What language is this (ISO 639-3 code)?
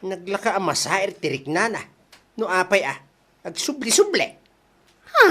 ilo